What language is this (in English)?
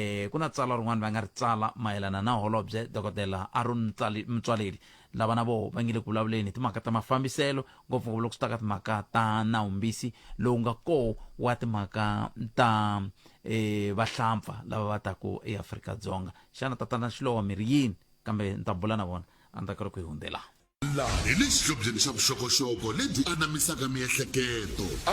Tsonga